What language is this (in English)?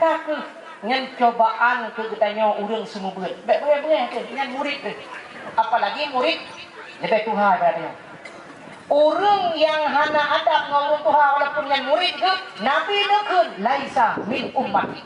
Achinese